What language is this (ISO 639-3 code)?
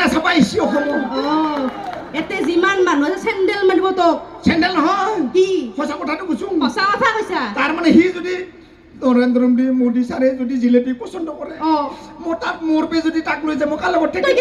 asm